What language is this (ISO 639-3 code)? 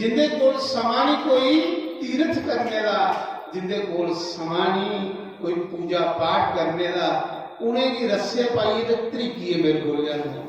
doi